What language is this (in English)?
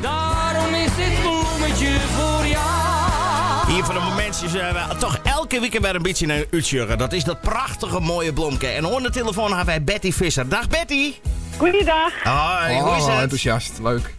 Western Frisian